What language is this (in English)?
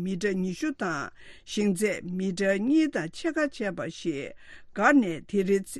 Tibetan